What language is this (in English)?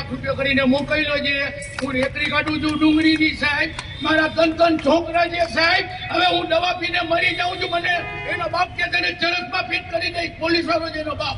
Gujarati